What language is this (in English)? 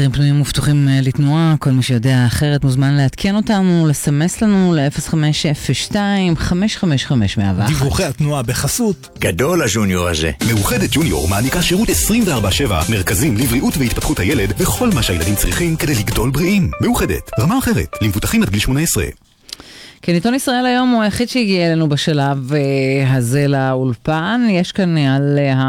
Hebrew